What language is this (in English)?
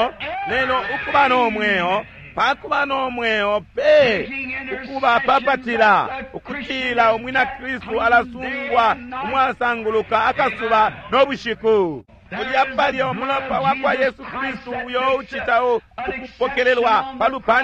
Bemba